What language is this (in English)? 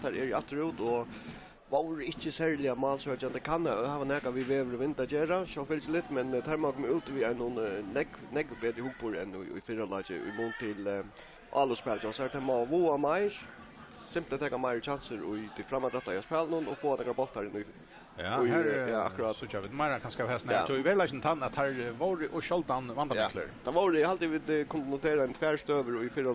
Faroese